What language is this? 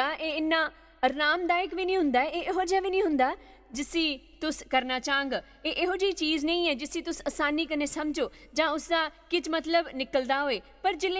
Dogri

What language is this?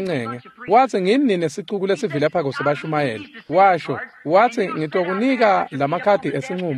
Swati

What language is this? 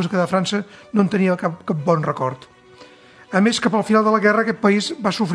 Catalan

